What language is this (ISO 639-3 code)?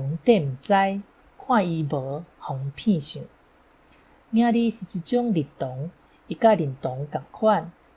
nan